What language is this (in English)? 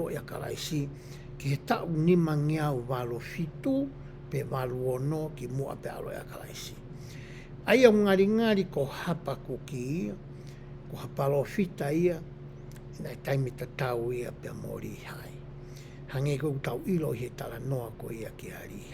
Tongan